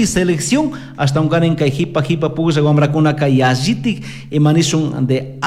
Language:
Chimborazo Highland Quichua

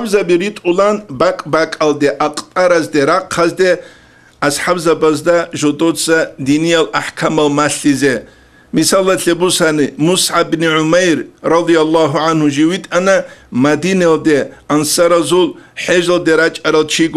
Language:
Avaric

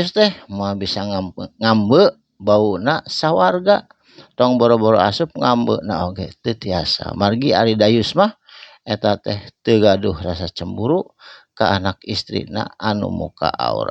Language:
Sundanese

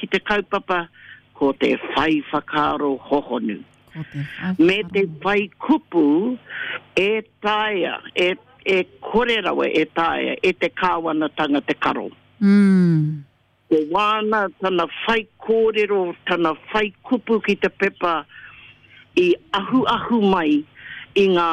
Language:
Māori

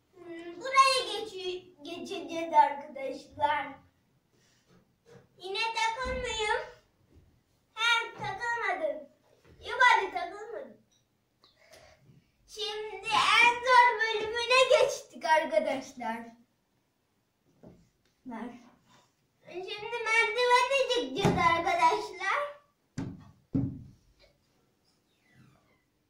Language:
Turkish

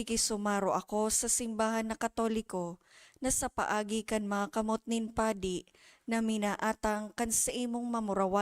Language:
Bikol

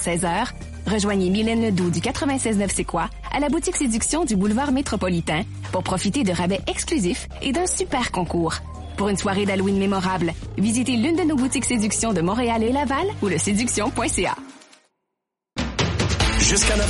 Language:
French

